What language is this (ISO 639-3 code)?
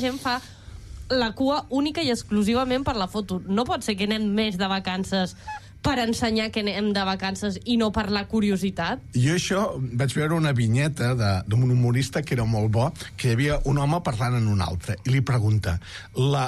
cat